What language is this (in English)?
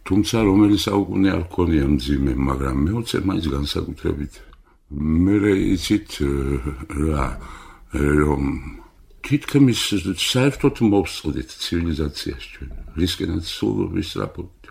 Georgian